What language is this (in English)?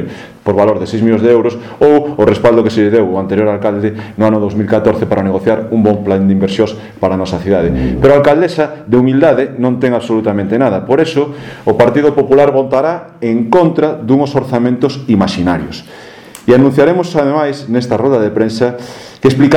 Galician